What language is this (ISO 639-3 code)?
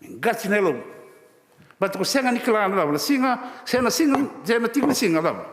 fij